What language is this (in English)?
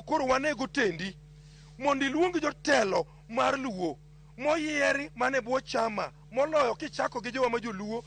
Luo (Kenya and Tanzania)